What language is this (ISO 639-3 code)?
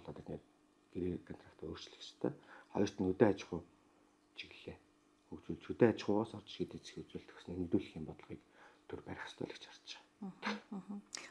mon